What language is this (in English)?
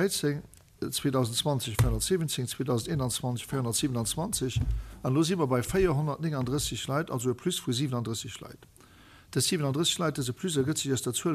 Luxembourgish